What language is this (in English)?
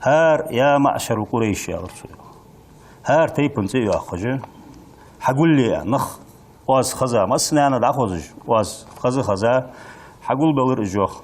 Ingush